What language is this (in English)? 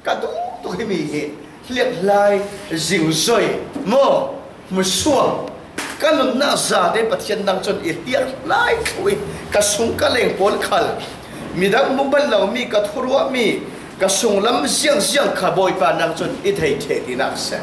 Falam Chin